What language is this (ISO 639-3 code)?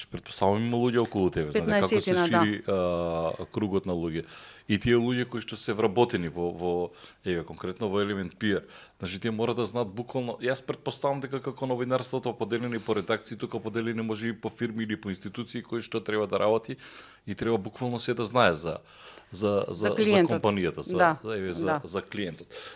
mkd